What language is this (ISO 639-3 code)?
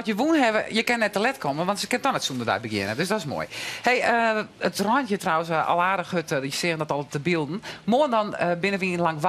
fry